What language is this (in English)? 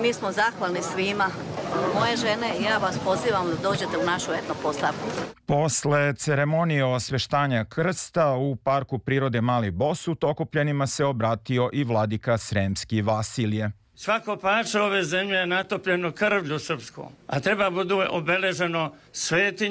Serbian